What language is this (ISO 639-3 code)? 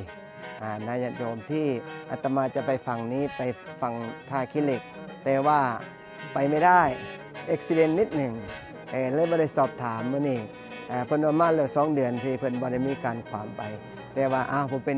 tts